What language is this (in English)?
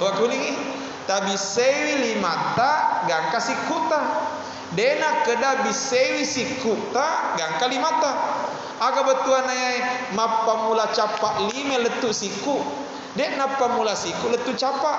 Buginese